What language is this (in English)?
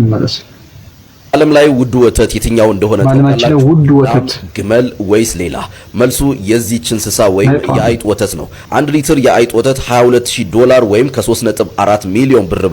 Amharic